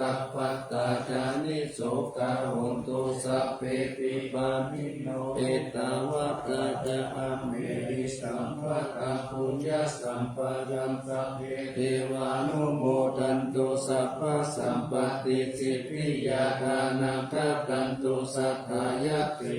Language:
Pali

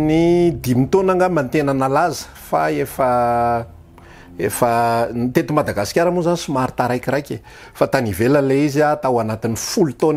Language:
Malagasy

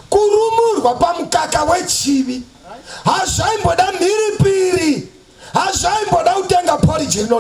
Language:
Shona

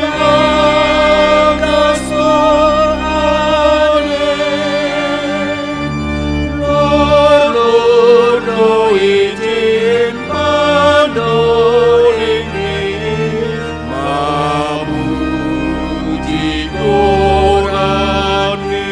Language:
Batak Simalungun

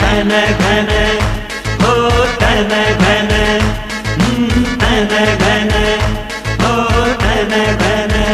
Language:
Newari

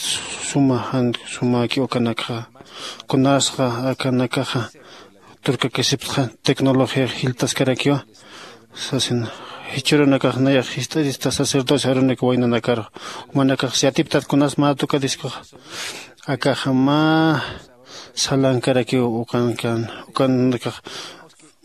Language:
Aymara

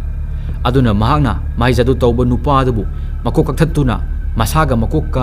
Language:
Manipuri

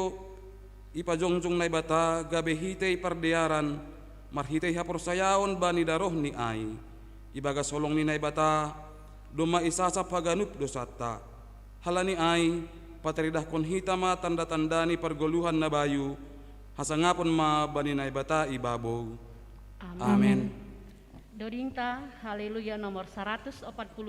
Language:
Batak Simalungun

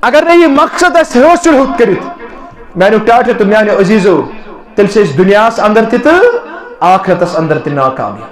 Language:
Kashmiri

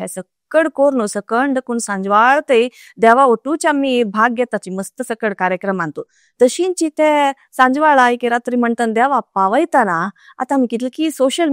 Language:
Konkani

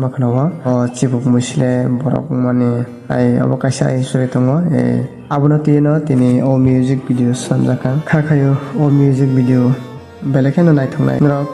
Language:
Kok Borok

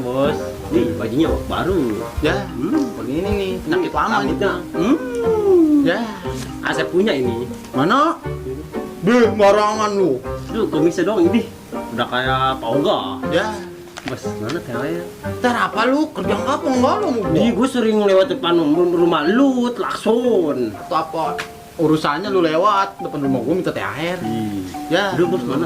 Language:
Betawi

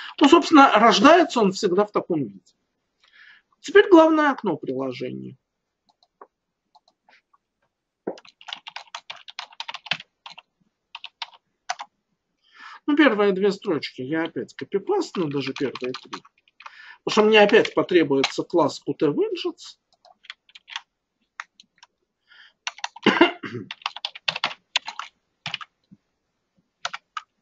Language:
Russian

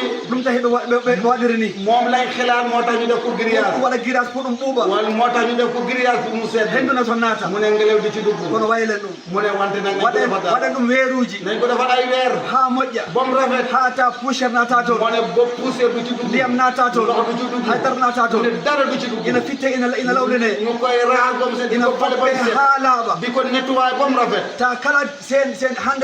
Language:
Fula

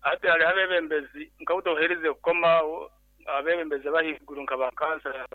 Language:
Nyankole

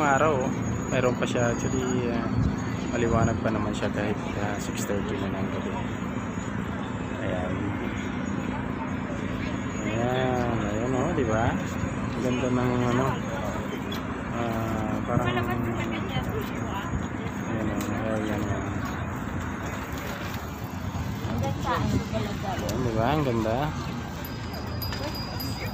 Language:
Filipino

